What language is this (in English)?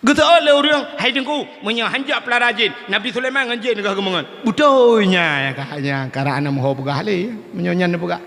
Achinese